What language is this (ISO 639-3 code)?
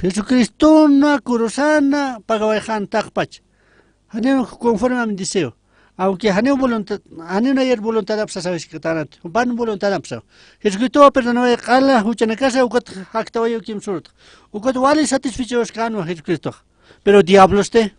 aym